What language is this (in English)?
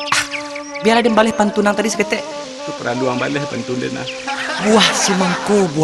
Minangkabau